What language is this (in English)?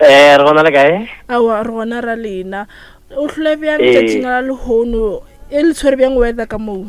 Northern Sotho